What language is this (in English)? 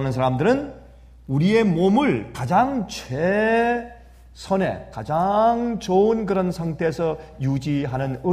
Korean